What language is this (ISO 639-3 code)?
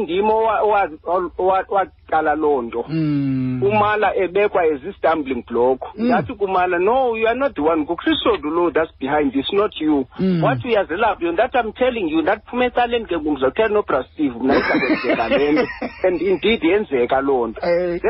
xho